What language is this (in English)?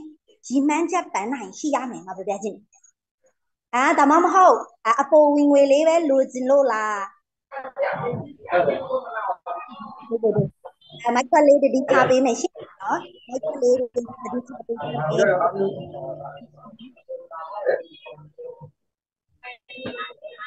Burmese